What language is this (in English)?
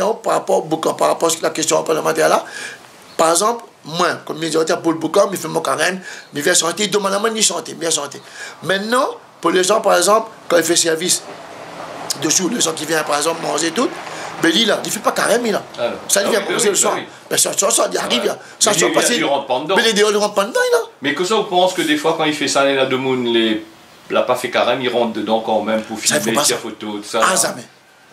Réunion Creole French